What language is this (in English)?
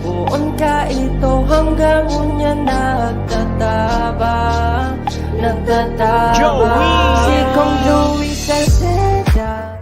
Bikol